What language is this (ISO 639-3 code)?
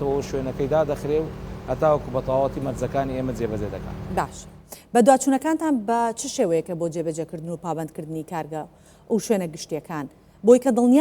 ckb